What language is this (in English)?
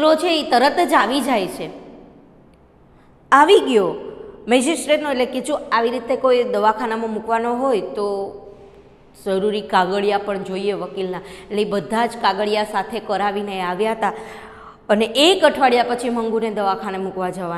Gujarati